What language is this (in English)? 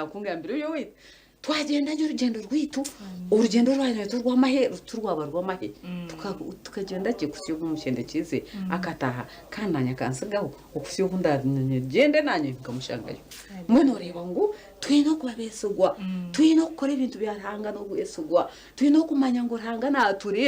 Nyankole